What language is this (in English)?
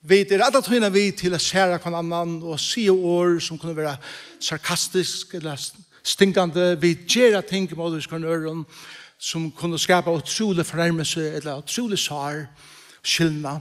Faroese